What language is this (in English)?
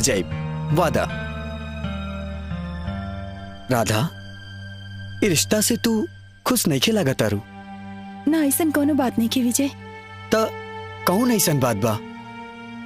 Bhojpuri